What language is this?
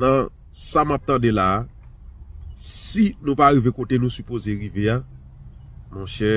Haitian Creole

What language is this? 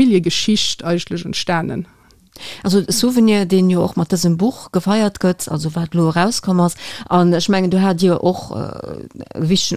Luxembourgish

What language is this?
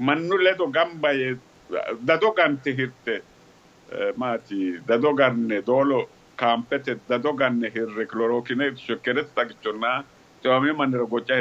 Sidamo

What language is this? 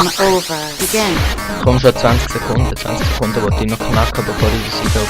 Swiss German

